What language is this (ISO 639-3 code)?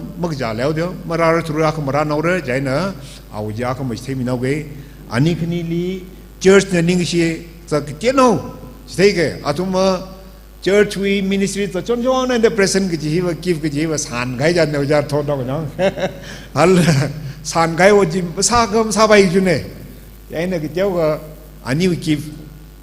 nmf